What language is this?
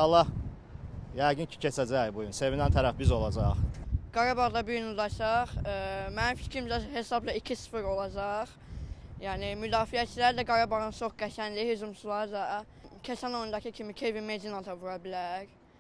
Azerbaijani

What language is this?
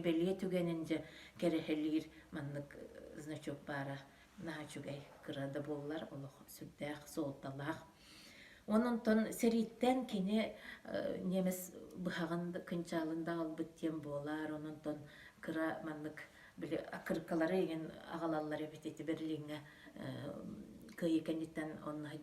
Yakut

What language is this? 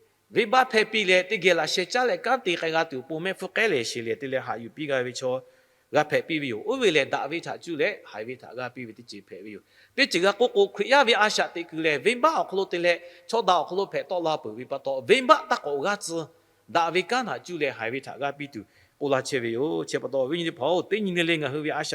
Lahu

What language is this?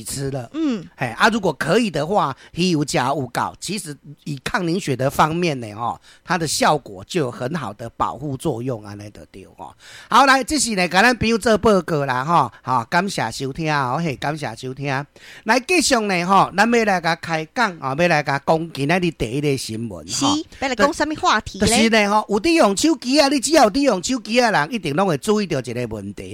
Min Nan Chinese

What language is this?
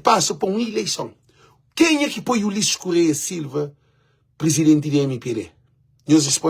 Kabuverdianu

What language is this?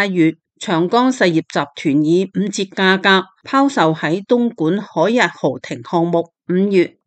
Cantonese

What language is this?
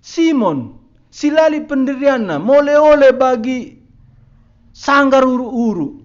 Batak Karo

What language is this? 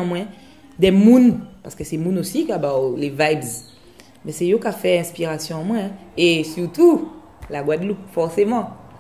Guadeloupean Creole French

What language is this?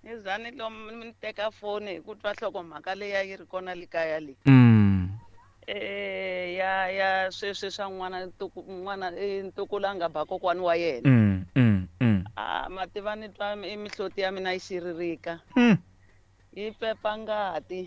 Tsonga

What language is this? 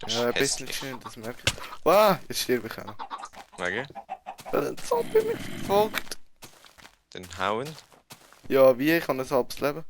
Swiss German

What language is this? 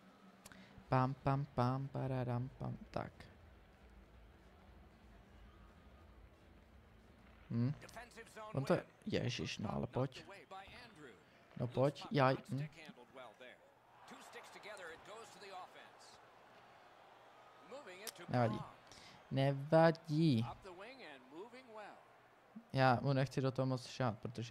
Czech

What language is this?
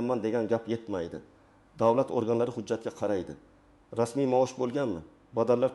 Uzbek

